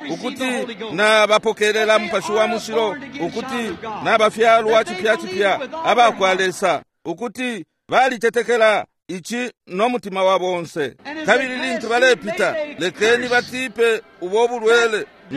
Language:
Bemba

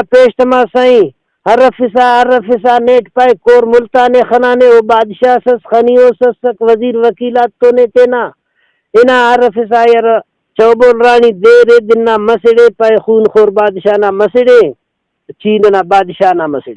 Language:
Brahui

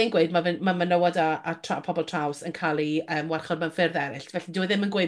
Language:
Welsh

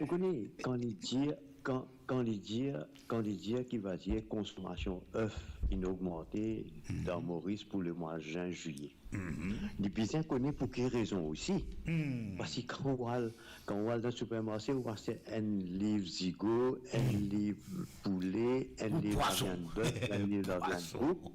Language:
Morisyen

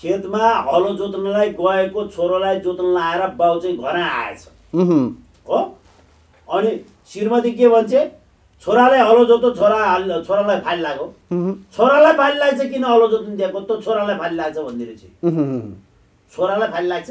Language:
Nepali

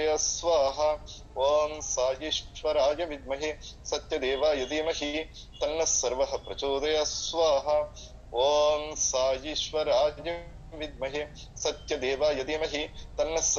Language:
Telugu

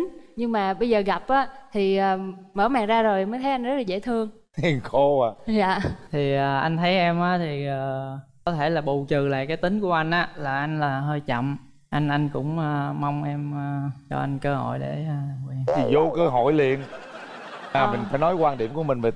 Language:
Vietnamese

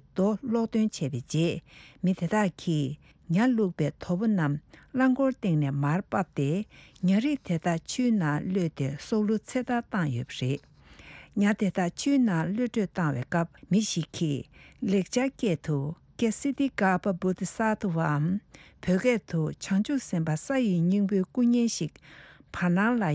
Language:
Tibetan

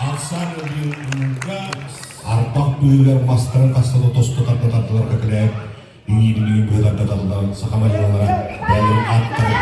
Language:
Yakut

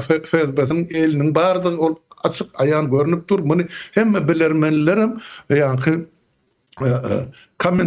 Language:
Turkmen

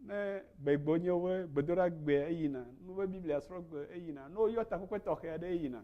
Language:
Ewe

